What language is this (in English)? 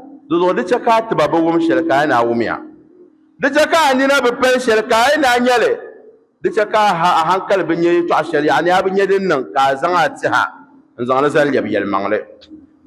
Dagbani